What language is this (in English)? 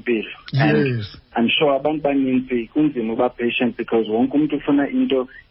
Xhosa